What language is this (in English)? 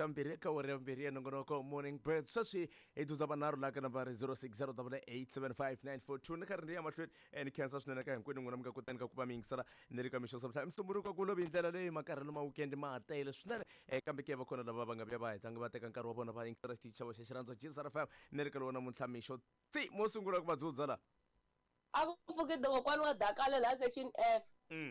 Tsonga